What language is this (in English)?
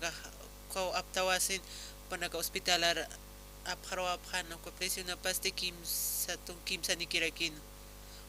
Aymara